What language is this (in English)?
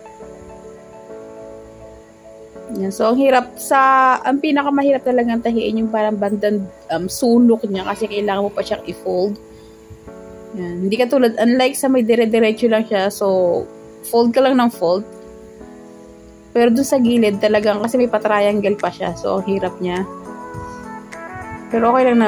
Filipino